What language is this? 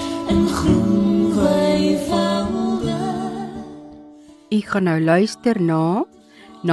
Afrikaans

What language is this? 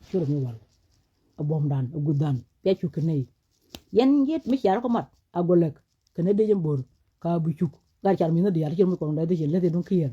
Nuer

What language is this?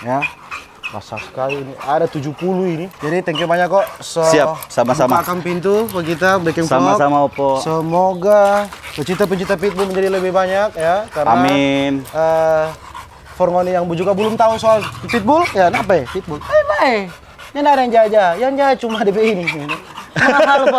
Manado Malay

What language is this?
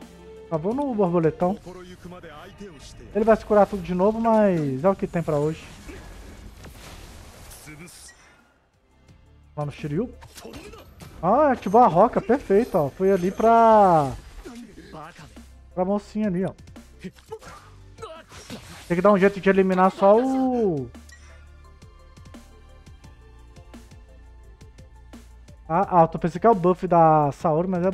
Portuguese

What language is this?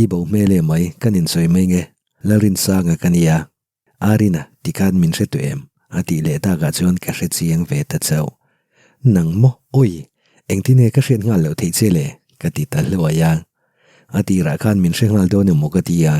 Mizo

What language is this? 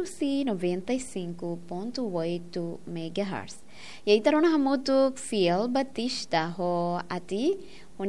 Tetum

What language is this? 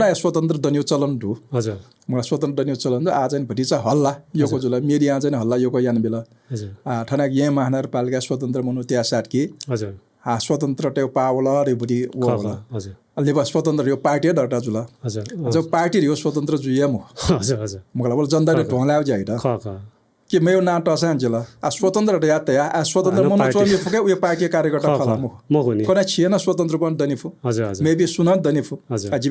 Newari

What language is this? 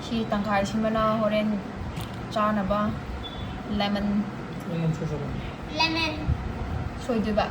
Manipuri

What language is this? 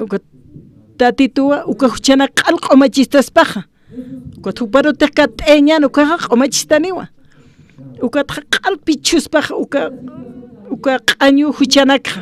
Aymara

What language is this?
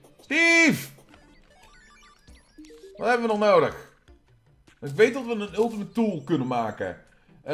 Dutch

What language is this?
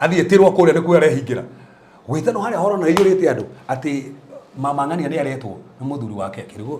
Kikuyu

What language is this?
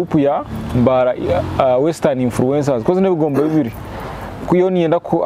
Nyankole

